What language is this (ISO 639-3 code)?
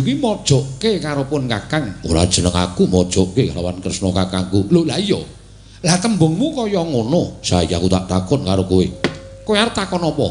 jav